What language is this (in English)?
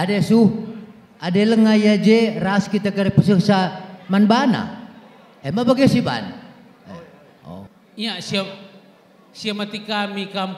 Batak Karo